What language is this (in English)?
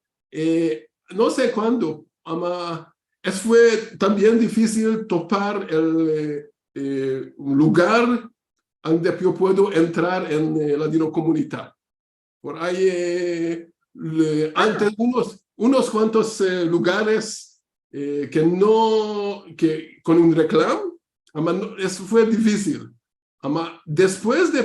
Ladino